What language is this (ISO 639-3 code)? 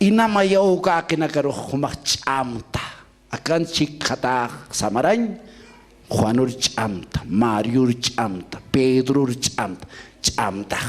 aym